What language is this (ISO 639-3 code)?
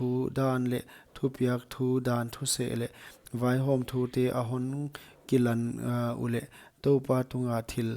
pck